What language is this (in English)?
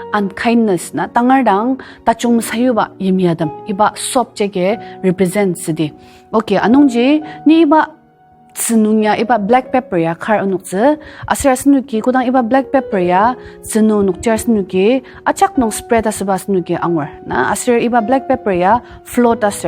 Ao Naga